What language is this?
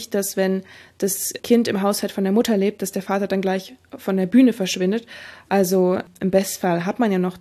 German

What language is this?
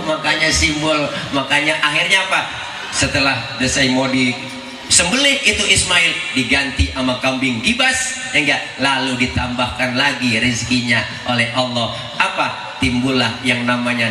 Betawi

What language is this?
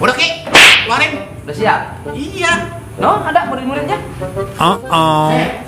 Betawi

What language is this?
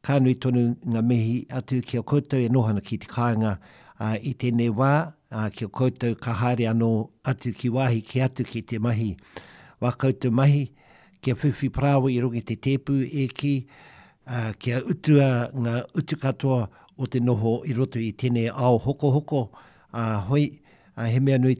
Māori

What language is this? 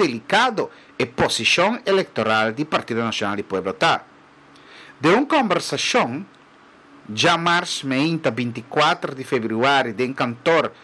Papiamento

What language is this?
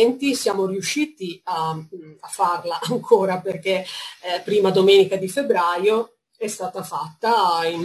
Italian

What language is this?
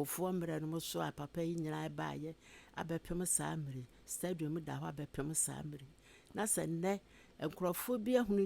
Akan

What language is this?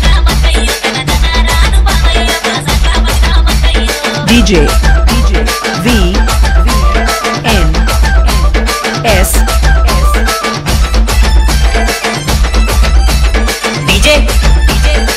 Telugu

